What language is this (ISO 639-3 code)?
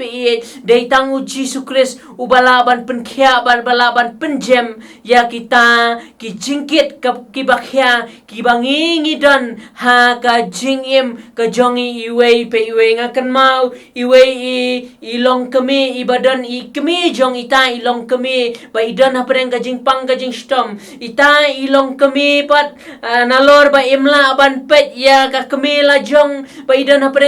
kha